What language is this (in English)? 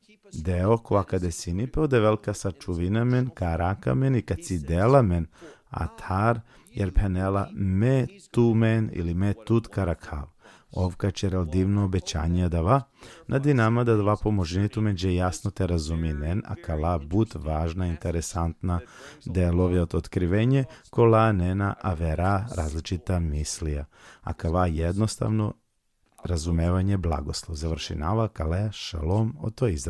Balkan Romani